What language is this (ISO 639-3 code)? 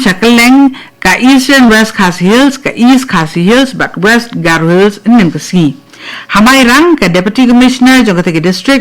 kha